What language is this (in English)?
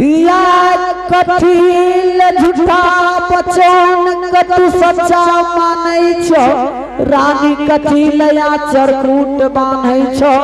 Angika